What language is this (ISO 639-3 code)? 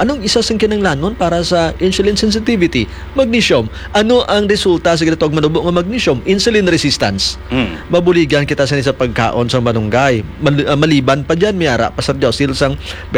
hil